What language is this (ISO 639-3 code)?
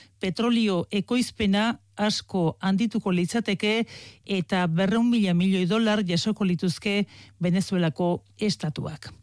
eus